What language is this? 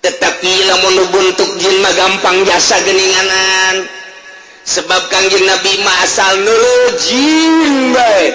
Sundanese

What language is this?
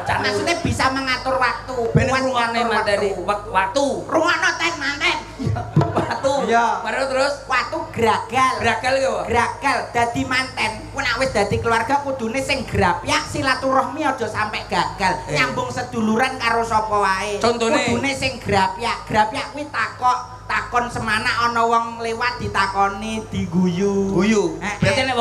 Javanese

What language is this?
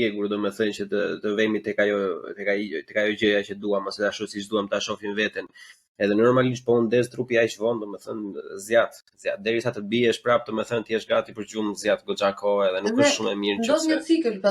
Albanian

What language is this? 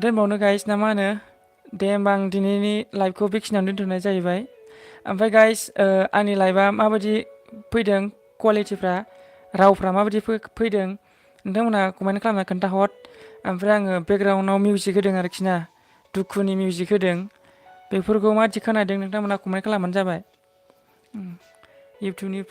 Bodo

